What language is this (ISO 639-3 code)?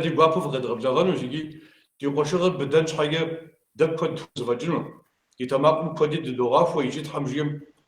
kbd